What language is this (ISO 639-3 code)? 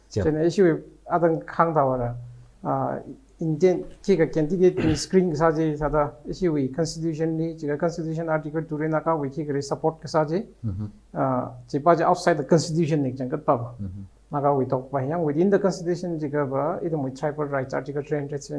nmf